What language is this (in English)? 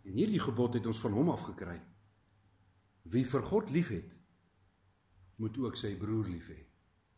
Afrikaans